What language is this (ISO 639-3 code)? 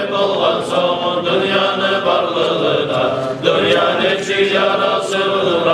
kum